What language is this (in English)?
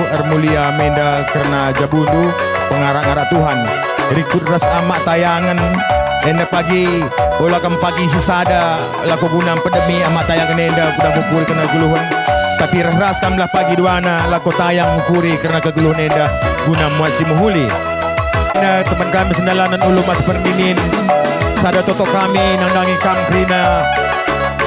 Batak Karo